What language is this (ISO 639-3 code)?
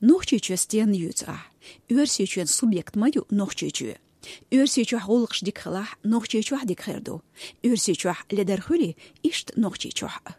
che